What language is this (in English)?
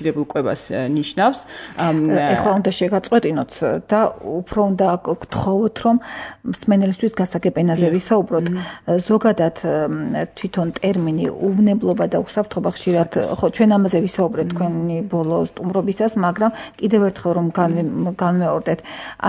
Georgian